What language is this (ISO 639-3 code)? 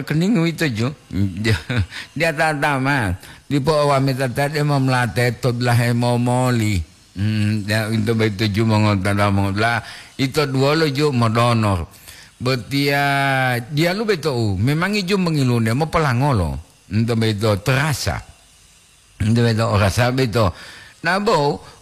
gor